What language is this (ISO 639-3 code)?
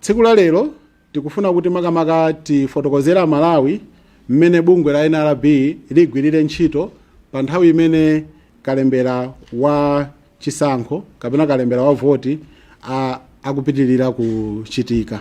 nya